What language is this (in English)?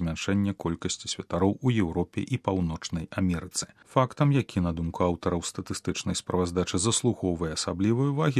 Belarusian